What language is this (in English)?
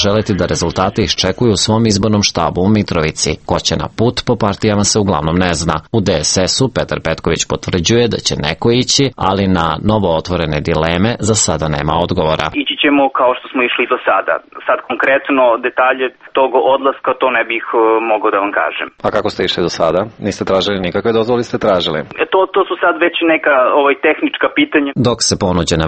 Serbian